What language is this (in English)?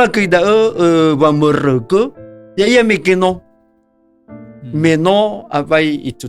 Nias